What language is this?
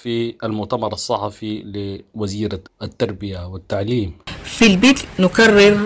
Sudanese Arabic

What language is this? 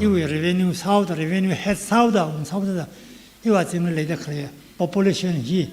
Tangkhul Naga (India)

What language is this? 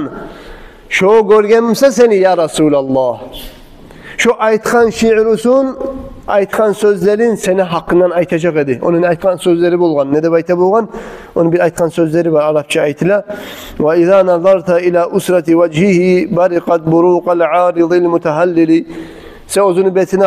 Kumyk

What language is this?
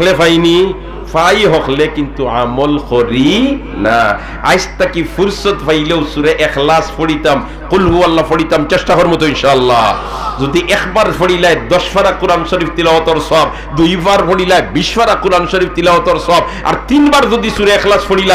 Sylheti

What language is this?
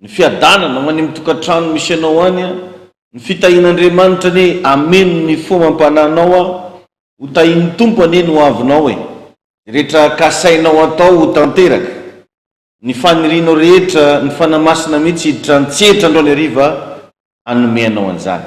Malagasy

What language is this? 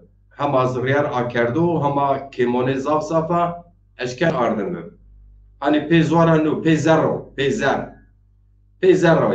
Zaza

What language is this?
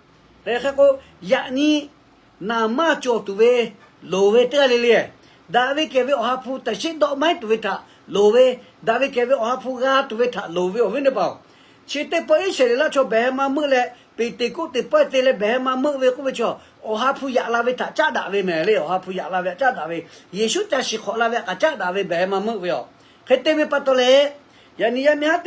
Lahu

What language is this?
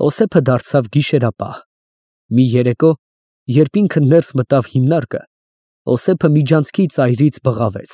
Armenian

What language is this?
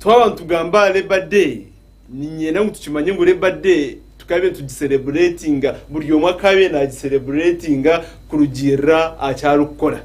Nyankole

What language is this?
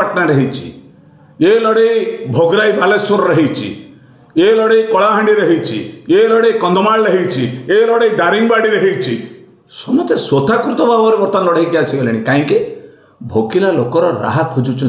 Odia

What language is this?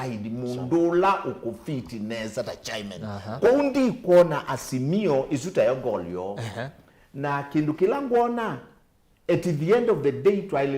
Kamba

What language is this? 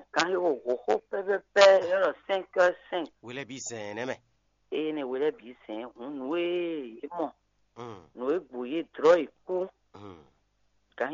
Fon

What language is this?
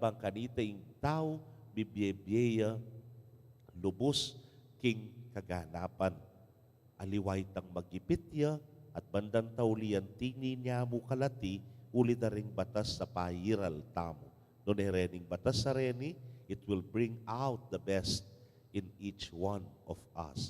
Pampanga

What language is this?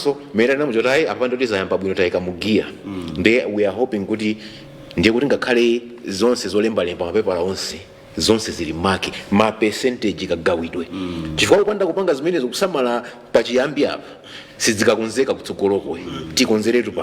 Nyanja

